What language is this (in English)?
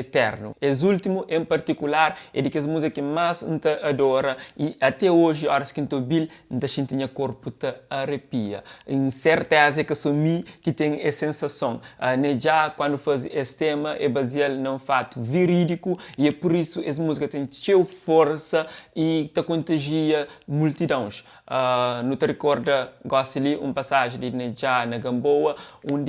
Kabuverdianu